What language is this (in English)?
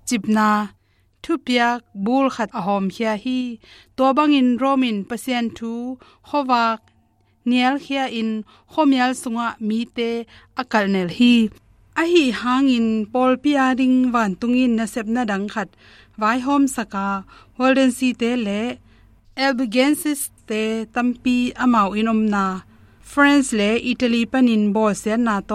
Tedim Chin